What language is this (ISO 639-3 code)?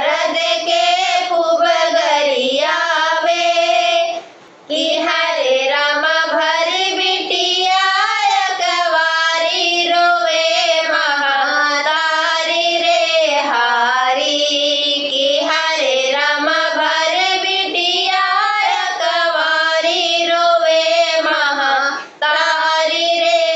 bho